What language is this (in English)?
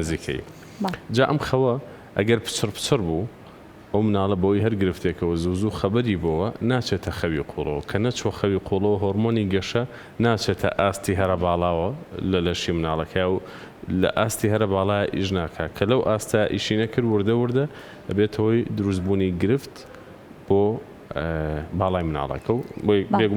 Central Kurdish